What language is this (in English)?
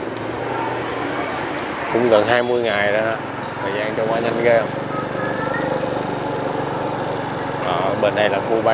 Vietnamese